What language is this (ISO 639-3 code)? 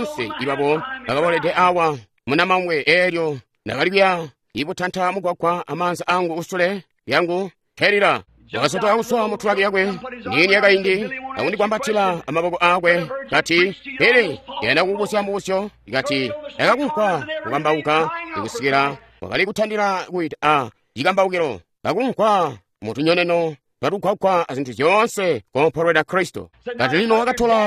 toi